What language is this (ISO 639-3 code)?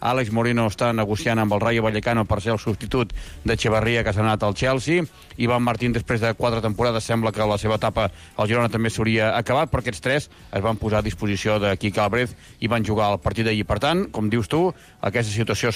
cat